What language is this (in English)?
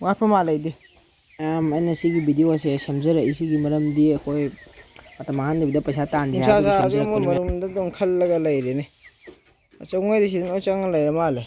Manipuri